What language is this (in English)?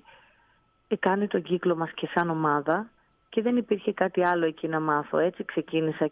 Greek